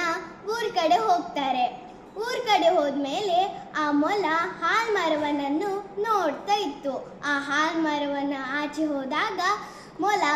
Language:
Kannada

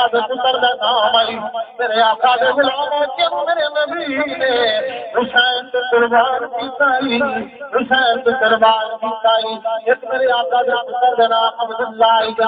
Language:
Saraiki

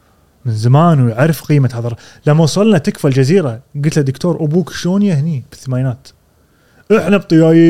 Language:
Gulf Arabic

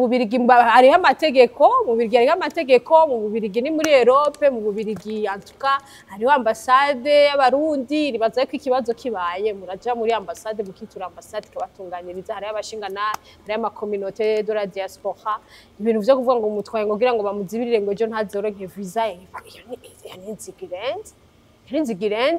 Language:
Rundi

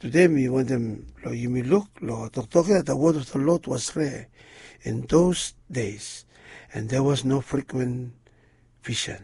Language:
Bislama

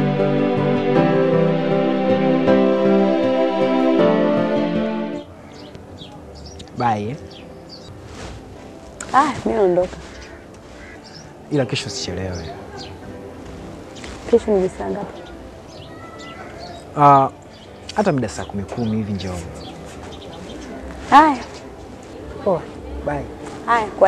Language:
Swahili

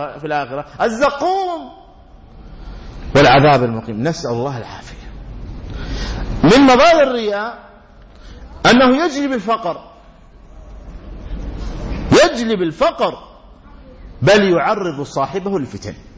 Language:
Arabic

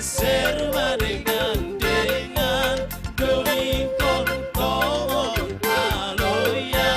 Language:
Batak Simalungun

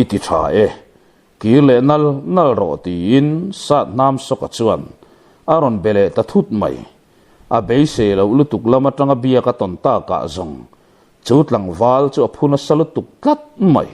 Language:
Mizo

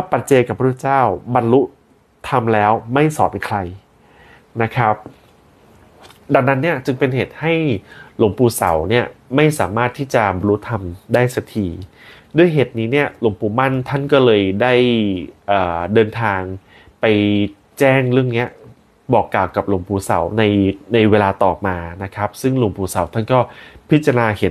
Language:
Thai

